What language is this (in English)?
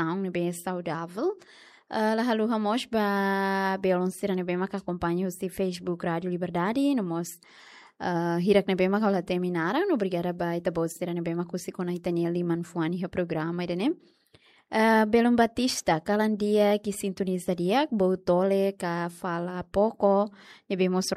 Tetum